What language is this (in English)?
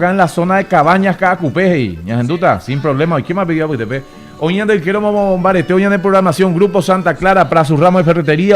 Guarani